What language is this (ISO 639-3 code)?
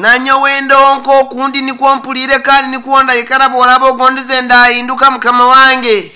nyn